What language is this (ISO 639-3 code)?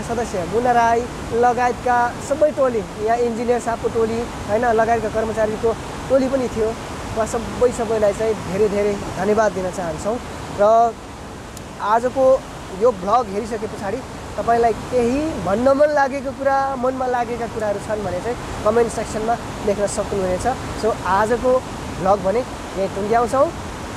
nep